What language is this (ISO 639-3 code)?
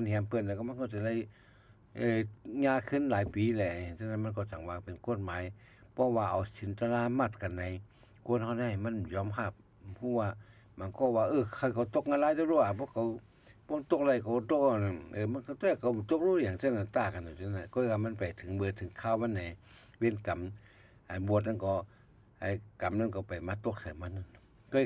shn